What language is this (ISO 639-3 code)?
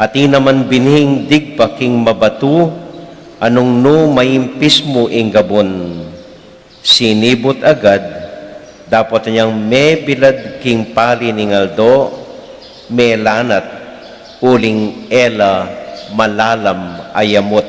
pam